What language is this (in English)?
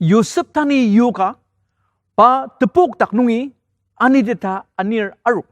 Ao Naga